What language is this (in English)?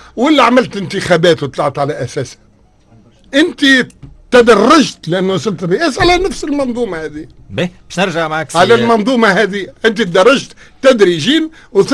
Tunisian Arabic